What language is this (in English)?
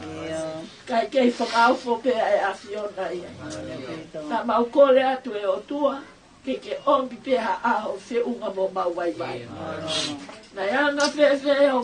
Tongan